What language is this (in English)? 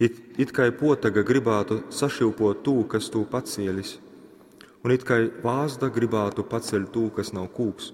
Latgalian